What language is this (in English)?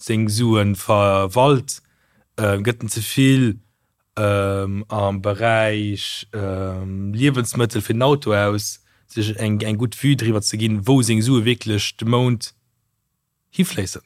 Luxembourgish